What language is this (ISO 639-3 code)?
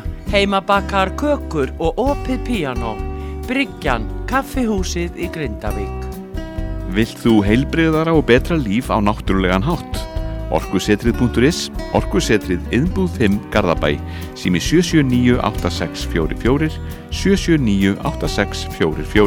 isl